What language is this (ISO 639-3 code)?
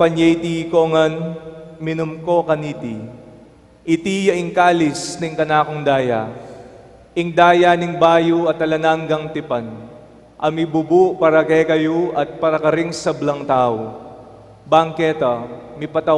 pam